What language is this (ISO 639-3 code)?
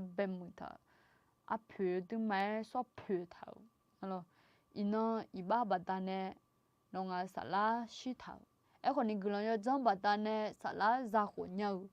ahk